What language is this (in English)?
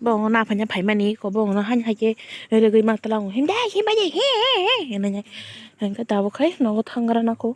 Kok Borok